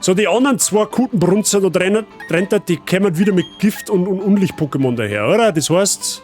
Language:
Bavarian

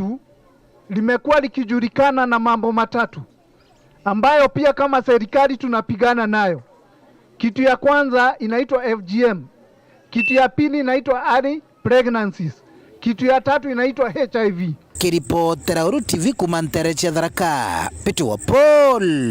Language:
Meru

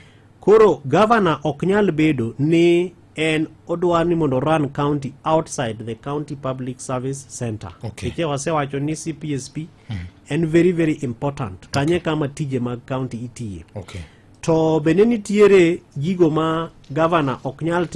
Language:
Luo (Kenya and Tanzania)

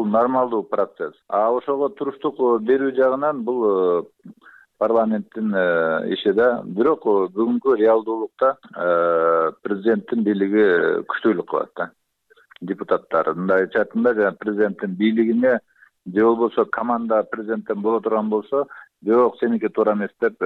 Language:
Kyrgyz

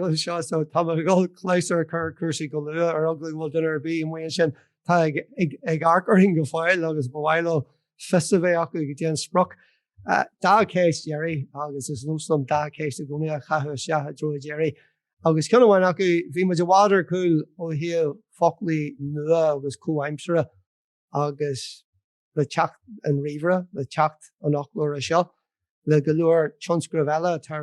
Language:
Irish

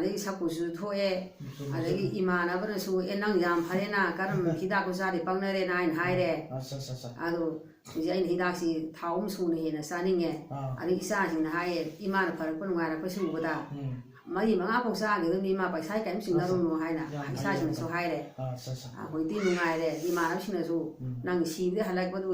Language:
Manipuri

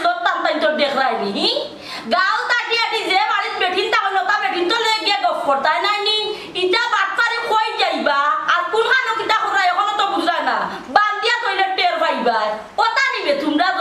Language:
Sylheti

